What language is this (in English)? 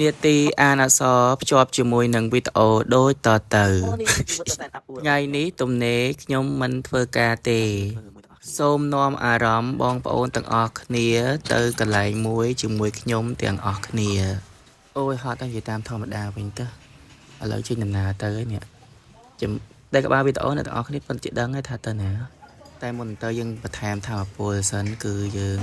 Khmer